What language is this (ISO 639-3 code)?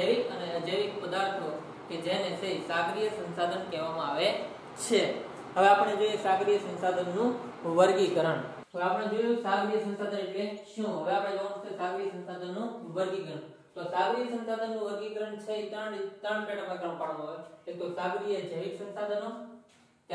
guj